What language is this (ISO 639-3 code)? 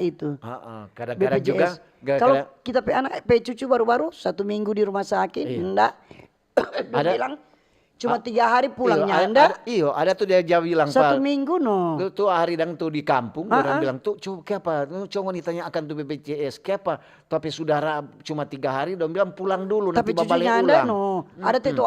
xmm